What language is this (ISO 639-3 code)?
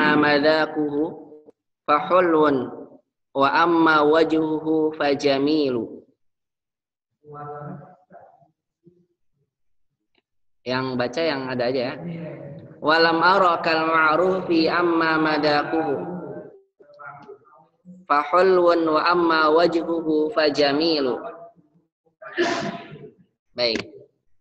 ind